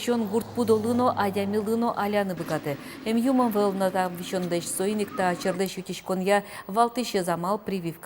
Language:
Udmurt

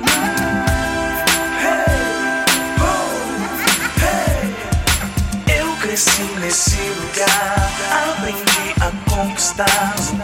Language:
Portuguese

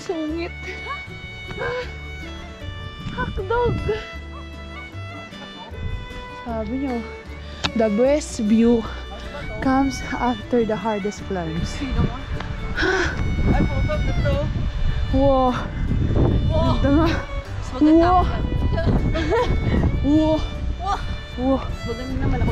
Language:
Filipino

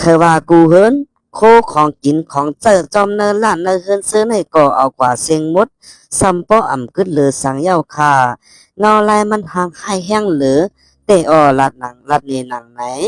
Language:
Shan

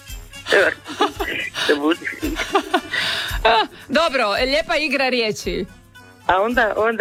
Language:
Croatian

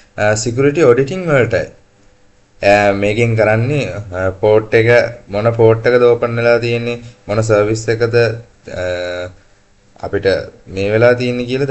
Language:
Sinhala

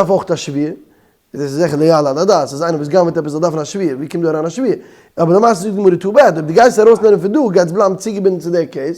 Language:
Yiddish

